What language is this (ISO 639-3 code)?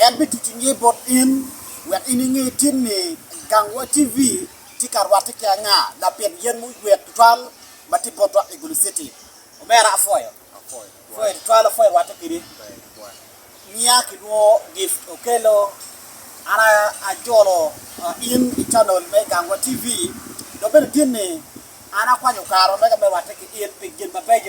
ach